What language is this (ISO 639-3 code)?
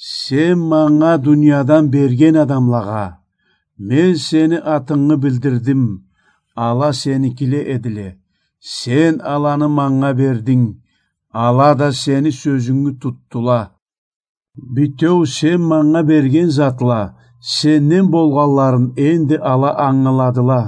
krc